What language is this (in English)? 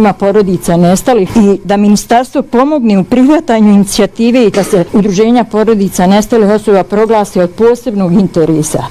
Bosnian